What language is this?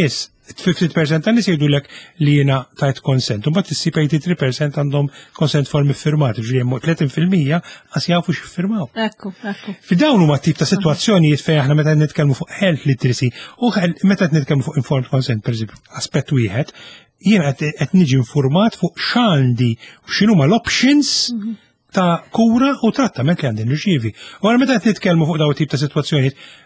Maltese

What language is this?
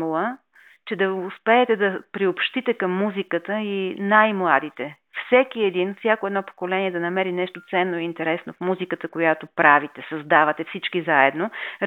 Bulgarian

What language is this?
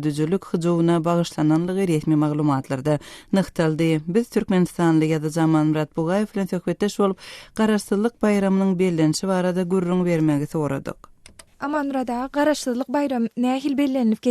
Turkmen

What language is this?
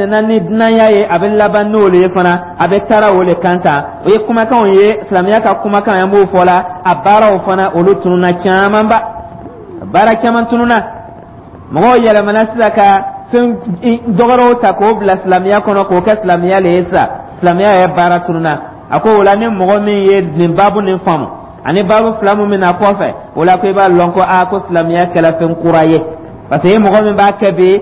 Dyula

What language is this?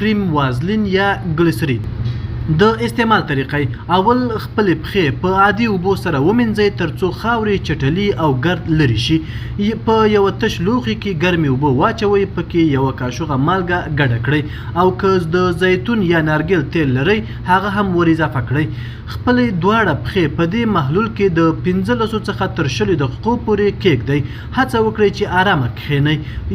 Pashto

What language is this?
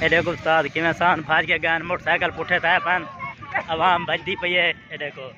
Saraiki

